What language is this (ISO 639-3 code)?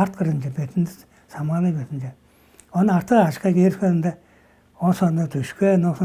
tyv